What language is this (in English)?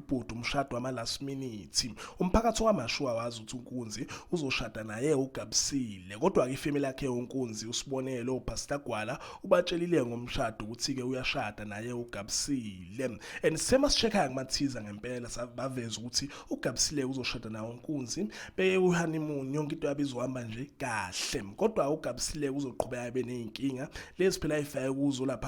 Zulu